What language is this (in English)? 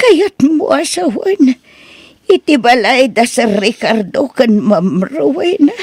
Iloko